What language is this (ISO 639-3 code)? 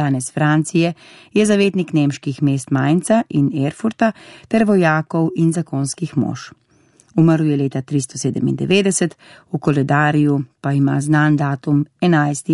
slv